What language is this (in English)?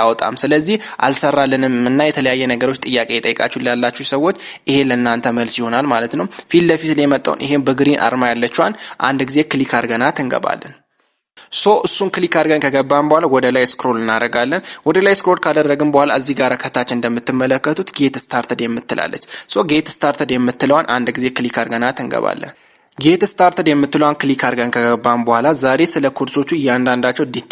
Amharic